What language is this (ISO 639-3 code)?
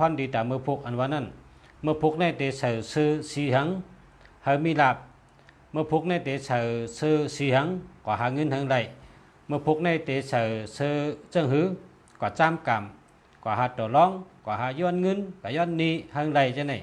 shn